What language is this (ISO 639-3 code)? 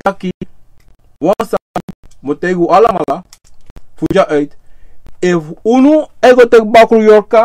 srn